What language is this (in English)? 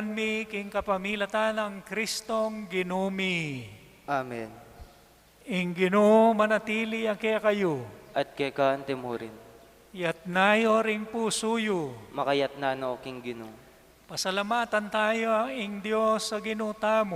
Pampanga